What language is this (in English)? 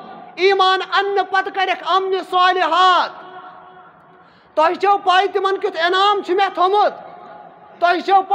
Kashmiri